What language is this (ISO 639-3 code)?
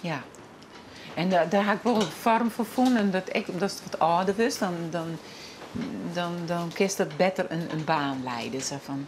fry